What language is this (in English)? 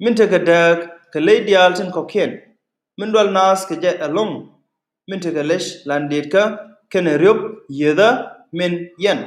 Nuer